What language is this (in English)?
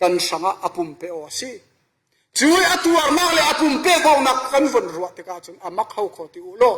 Falam Chin